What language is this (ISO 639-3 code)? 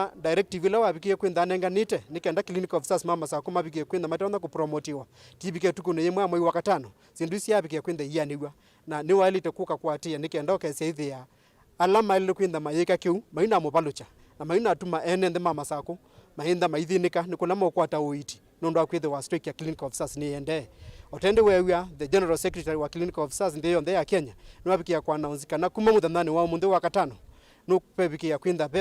kam